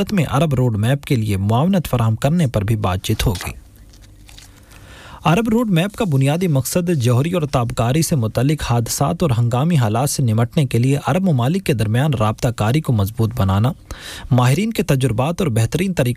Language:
Urdu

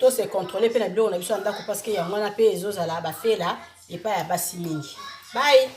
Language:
Lingala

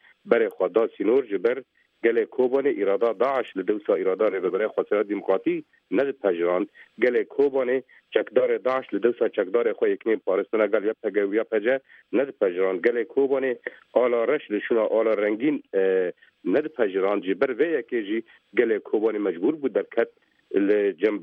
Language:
Kurdish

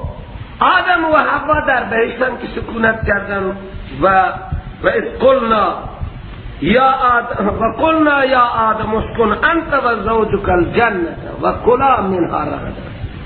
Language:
Persian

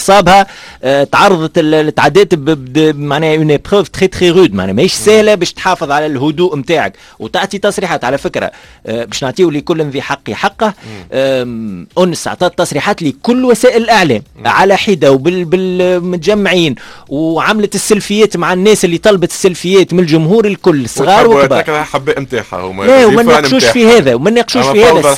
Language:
Tunisian Arabic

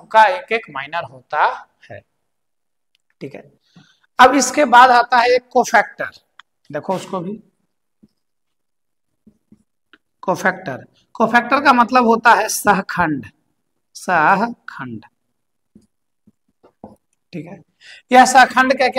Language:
Hindi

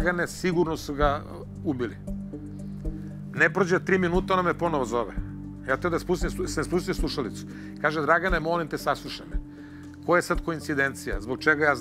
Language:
Serbian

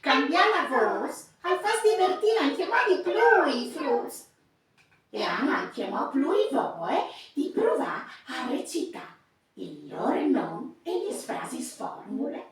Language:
Friulian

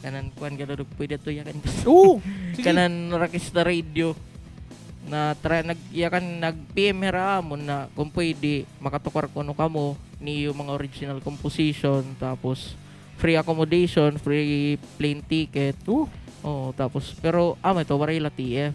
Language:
Waray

